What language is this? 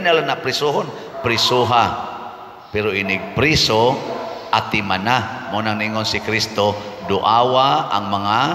Cebuano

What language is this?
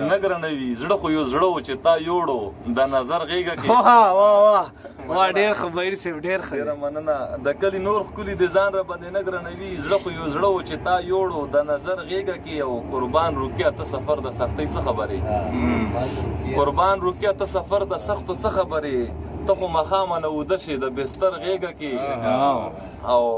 Pashto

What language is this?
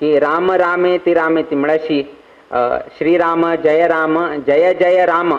Konkani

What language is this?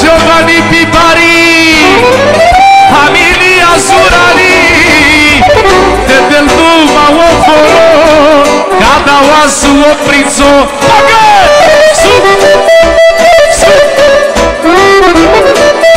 Romanian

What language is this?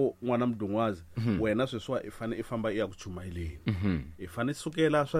Tsonga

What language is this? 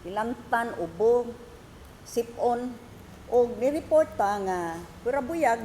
Cebuano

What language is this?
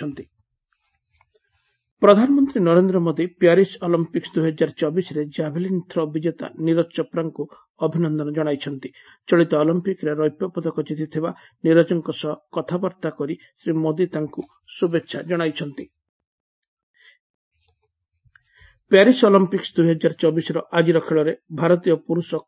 Odia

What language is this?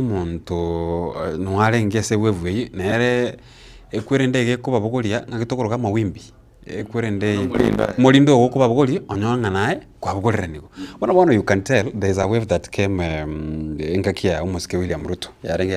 Gusii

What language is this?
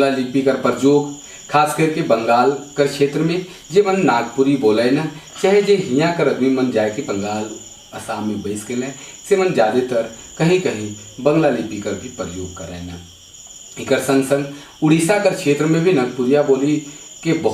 Sadri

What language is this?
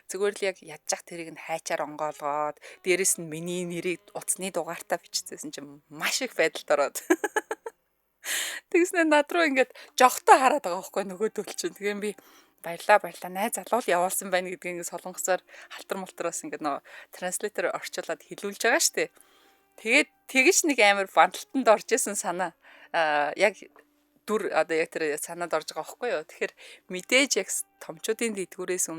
Mongolian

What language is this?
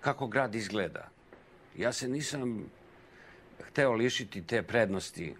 Serbian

